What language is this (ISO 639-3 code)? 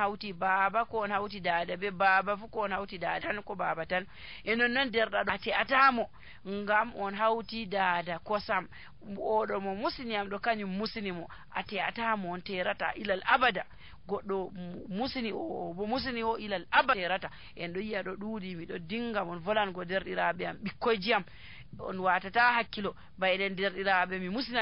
fuv